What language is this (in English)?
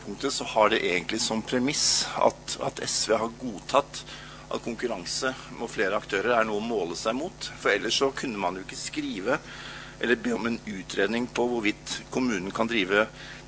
Norwegian